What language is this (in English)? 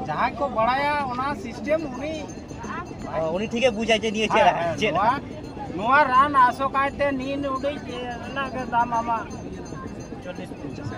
Santali